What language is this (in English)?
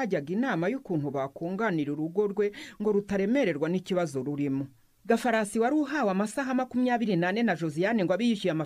Kinyarwanda